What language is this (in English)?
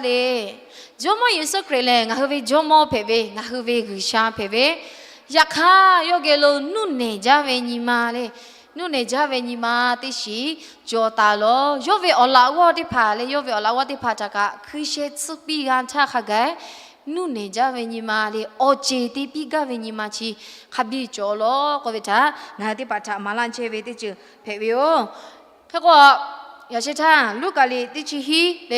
Lahu